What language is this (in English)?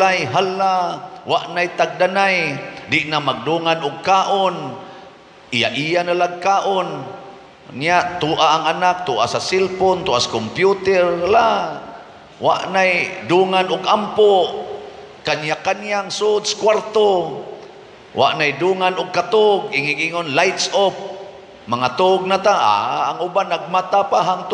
Cebuano